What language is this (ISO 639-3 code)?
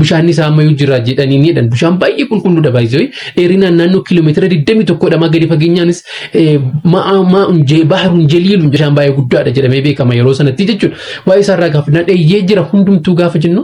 orm